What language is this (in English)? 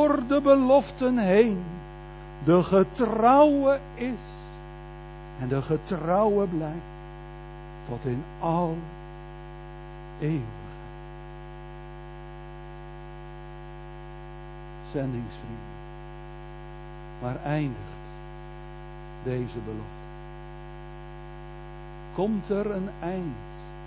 Dutch